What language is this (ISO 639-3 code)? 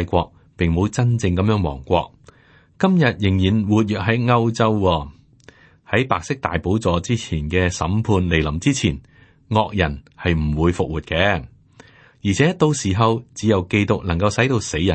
yue